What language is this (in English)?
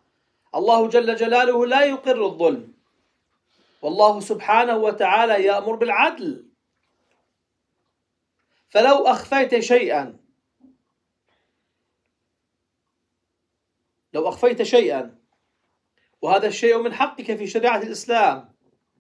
Arabic